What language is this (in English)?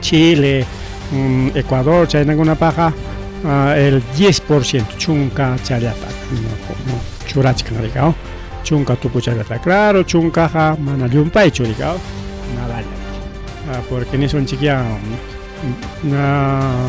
Ayacucho Quechua